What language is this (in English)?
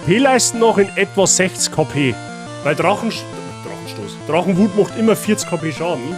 Bavarian